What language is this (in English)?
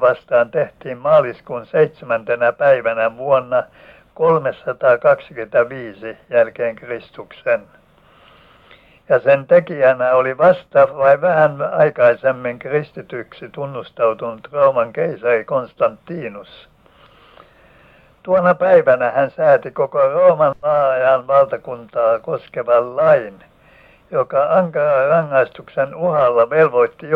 Finnish